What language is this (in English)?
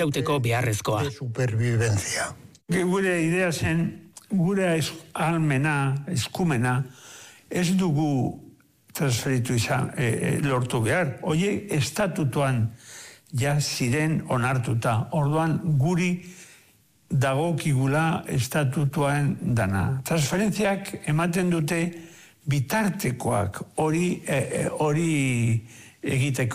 Basque